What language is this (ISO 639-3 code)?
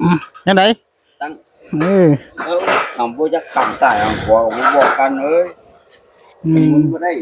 tts